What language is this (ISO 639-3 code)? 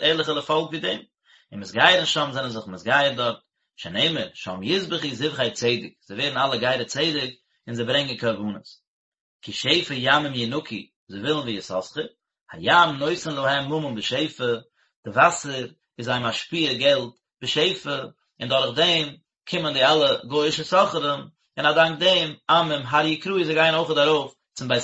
yid